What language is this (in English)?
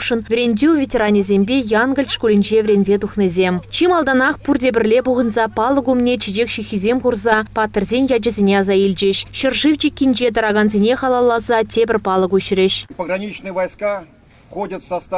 Chuvash